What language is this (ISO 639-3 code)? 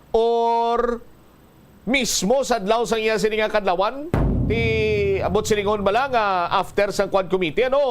hil